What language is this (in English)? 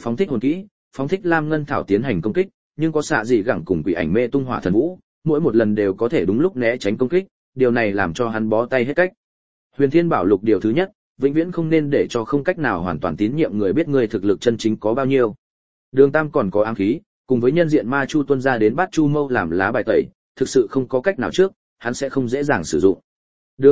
Vietnamese